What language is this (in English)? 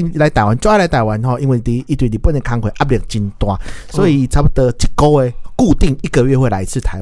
Min Nan Chinese